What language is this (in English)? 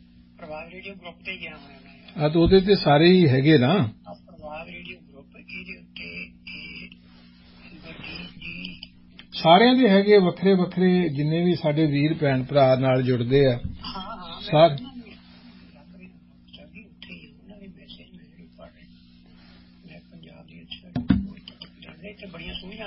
Punjabi